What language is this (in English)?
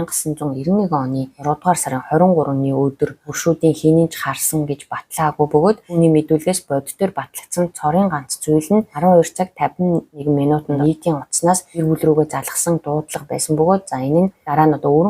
Mongolian